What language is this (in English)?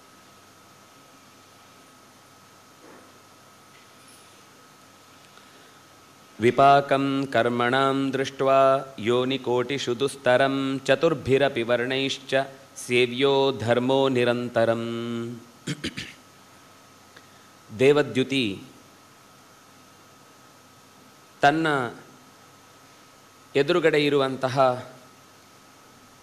Kannada